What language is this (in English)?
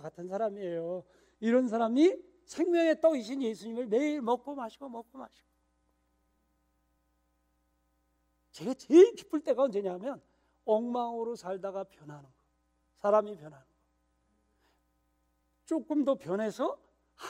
Korean